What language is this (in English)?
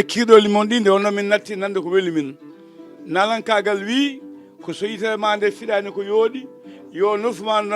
Fula